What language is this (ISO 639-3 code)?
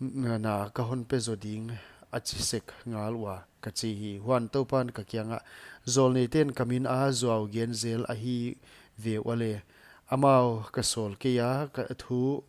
pck